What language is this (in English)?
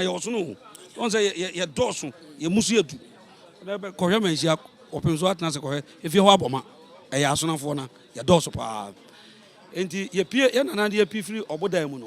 Akan